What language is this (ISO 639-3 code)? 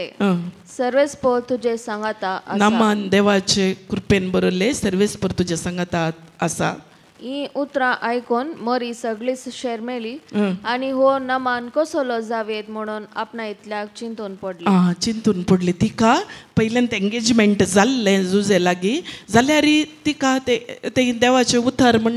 kok